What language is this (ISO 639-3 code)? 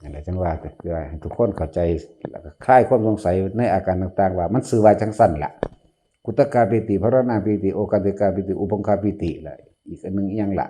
tts